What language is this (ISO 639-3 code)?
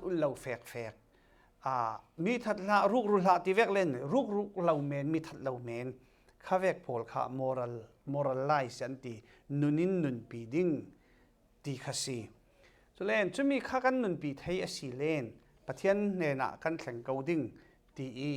cfm